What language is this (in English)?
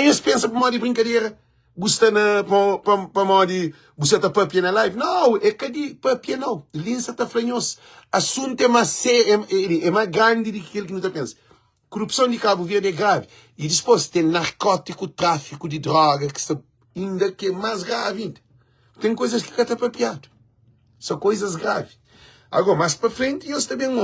Kabuverdianu